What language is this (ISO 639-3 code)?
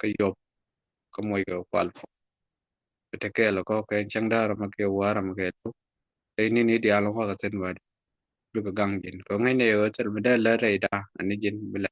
nus